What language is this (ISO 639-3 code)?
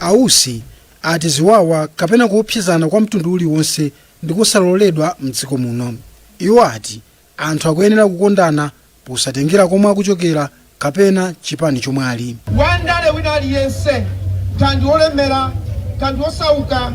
nya